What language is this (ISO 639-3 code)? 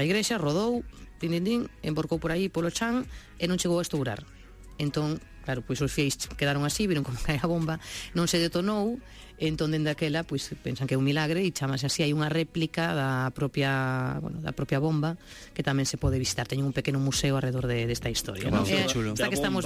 glg